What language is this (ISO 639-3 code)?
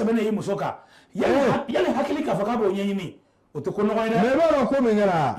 bam